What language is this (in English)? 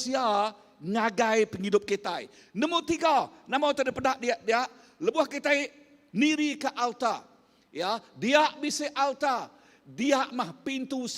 Iban